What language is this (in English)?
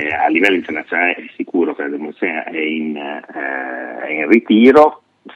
Italian